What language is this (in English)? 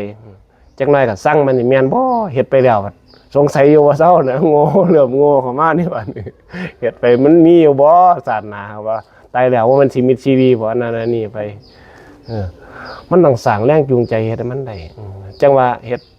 Northeastern Thai